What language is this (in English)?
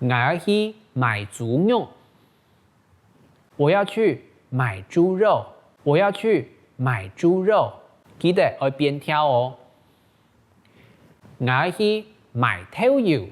Hakka Chinese